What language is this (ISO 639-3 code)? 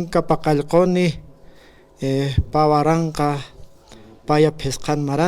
aym